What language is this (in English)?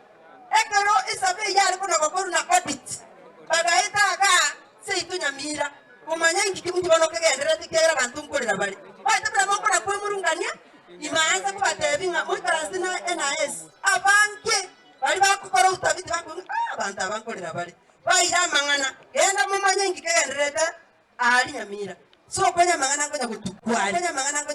Gusii